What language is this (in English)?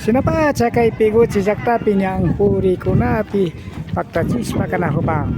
Imbabura Highland Quichua